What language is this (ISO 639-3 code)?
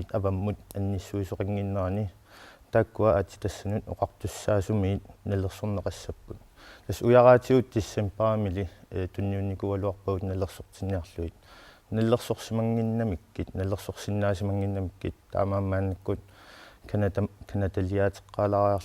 kal